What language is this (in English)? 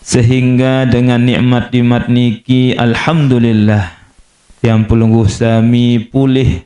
Sasak